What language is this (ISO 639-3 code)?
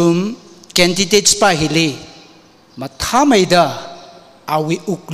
nmf